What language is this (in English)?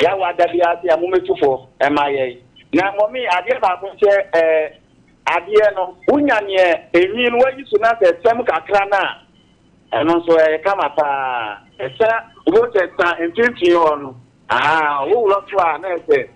Akan